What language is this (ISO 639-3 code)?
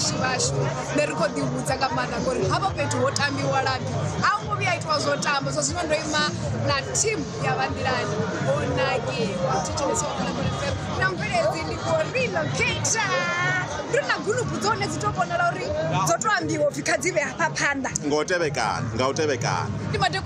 ven